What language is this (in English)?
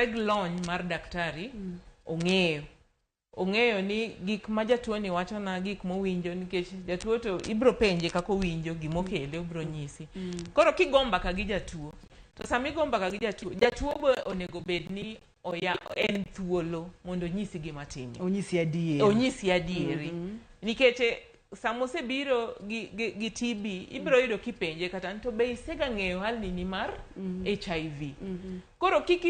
Luo (Kenya and Tanzania)